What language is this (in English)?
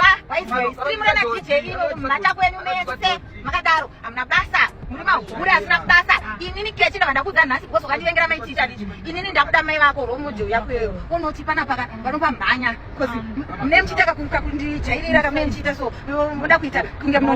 Shona